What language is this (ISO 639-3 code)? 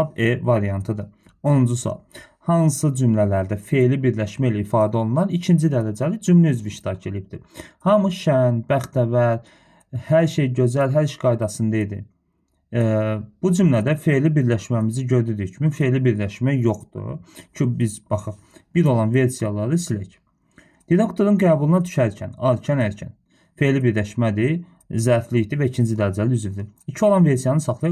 aze